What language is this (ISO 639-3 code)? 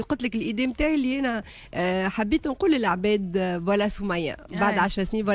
aeb